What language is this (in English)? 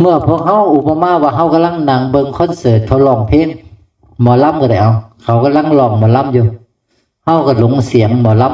Northeastern Thai